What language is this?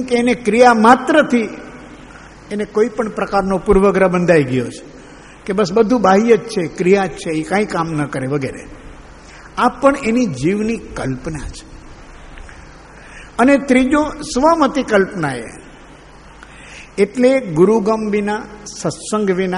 Gujarati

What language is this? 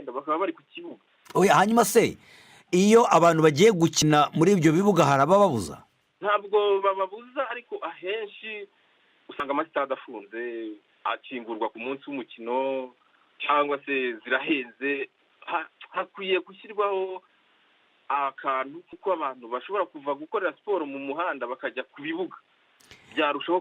Kinyarwanda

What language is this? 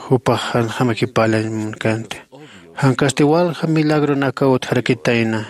Aymara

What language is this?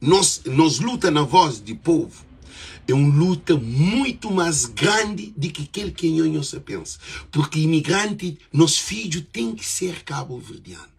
Kabuverdianu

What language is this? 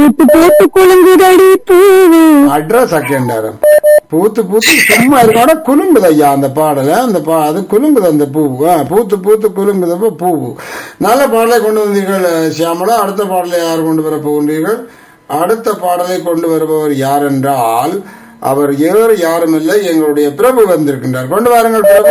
Tamil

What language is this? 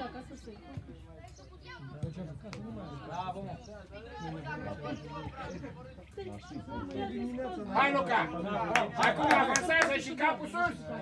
Romanian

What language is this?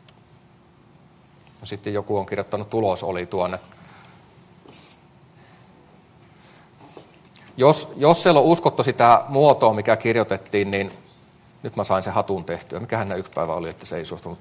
Finnish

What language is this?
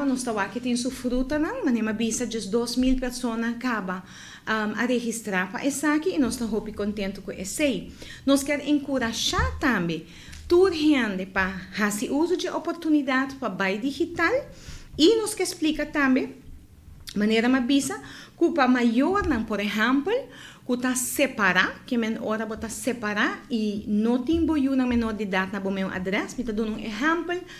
Papiamento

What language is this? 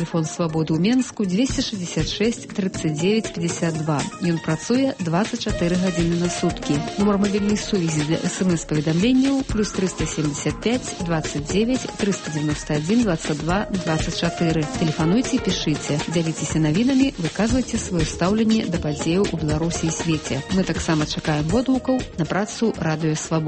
Belarusian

